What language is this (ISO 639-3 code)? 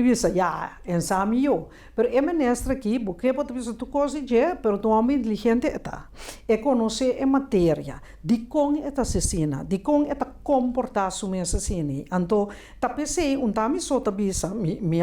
pap